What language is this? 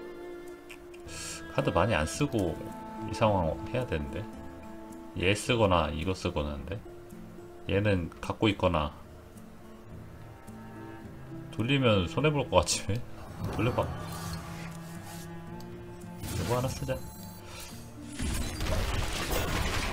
Korean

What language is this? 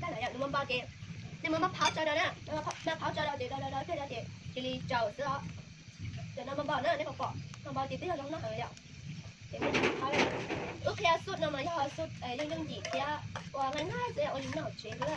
Hmong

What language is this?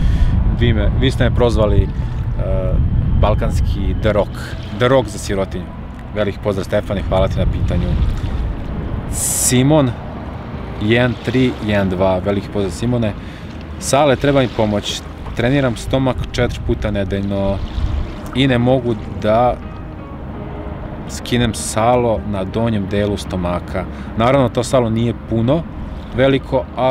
Serbian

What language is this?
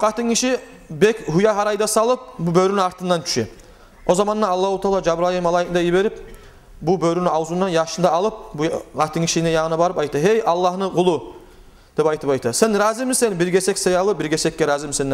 Kumyk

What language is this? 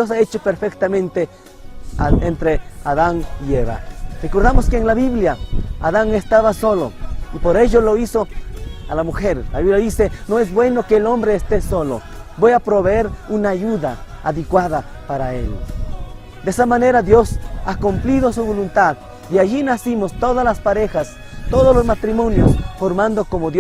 Chimborazo Highland Quichua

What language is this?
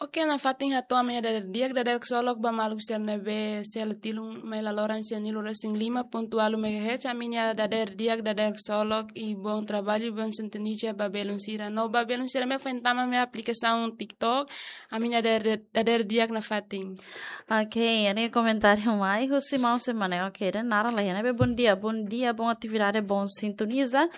Tetum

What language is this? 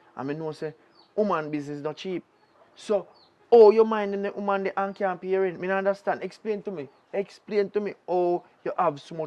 Jamaican Creole English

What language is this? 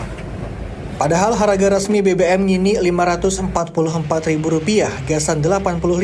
Banjar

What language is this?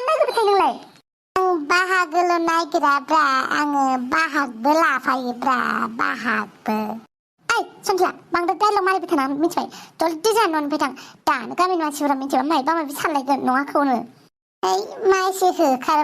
Bodo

